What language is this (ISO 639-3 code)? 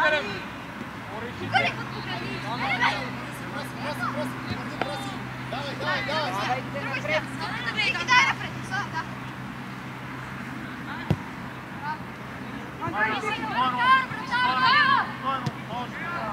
bul